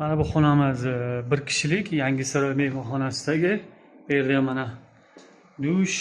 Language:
Uzbek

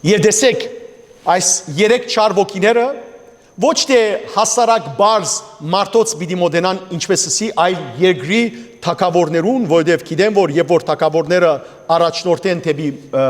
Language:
Western Armenian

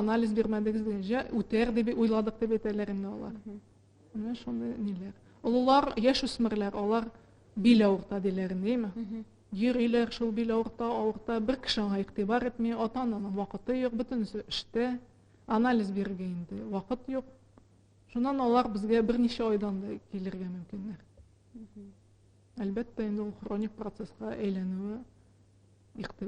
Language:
Tatar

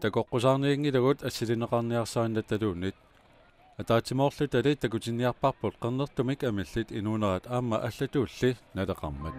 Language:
Kalaallisut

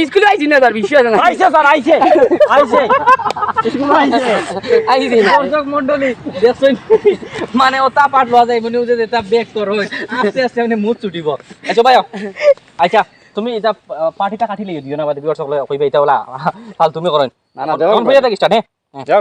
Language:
Sylheti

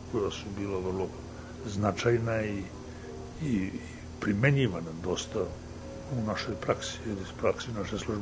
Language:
Serbian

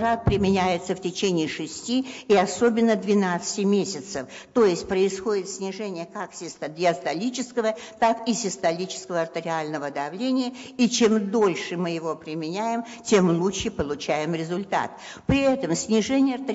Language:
Russian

